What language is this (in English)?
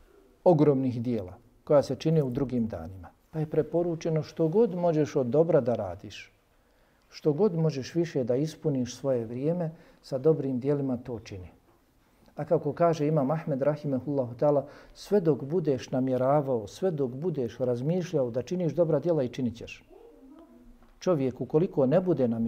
Bosnian